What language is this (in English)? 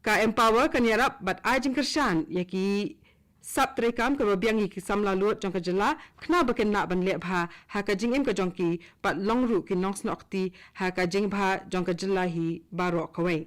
Khasi